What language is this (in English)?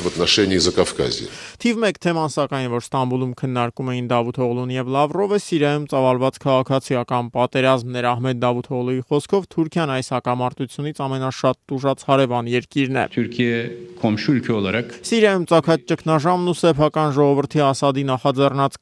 Armenian